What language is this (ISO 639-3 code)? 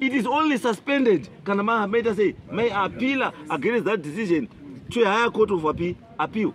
sna